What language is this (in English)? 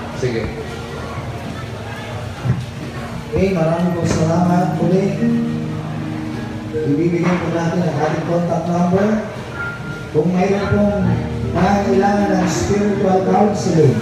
Filipino